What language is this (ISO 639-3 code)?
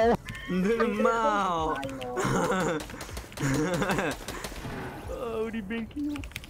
nld